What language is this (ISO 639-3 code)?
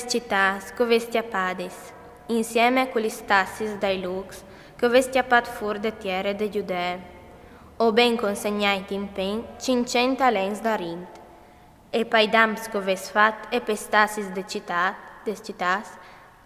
fur